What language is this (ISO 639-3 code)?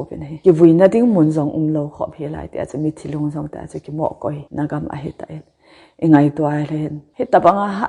tcz